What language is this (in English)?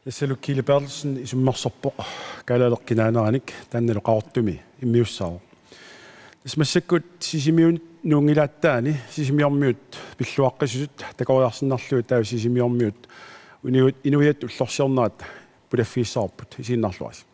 Kalaallisut